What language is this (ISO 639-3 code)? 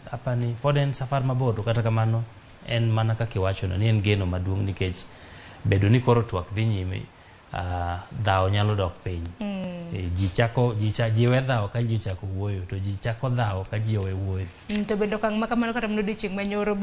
luo